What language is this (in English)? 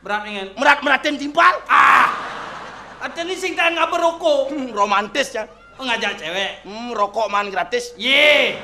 Balinese